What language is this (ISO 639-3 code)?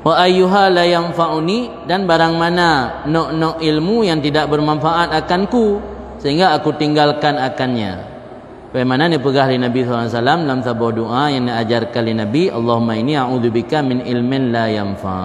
ace